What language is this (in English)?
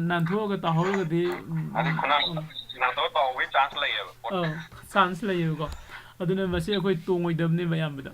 Manipuri